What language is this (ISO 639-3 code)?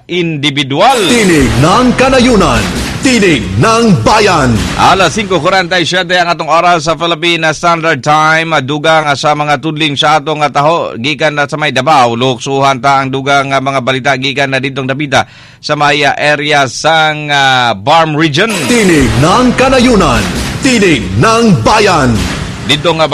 ceb